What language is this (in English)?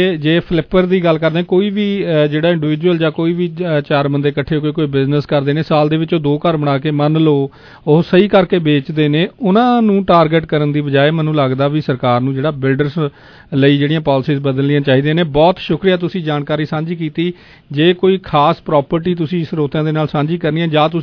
Punjabi